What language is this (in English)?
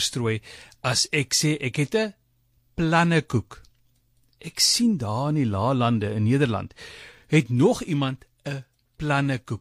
Afrikaans